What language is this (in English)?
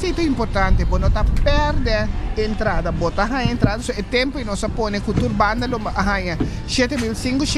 Papiamento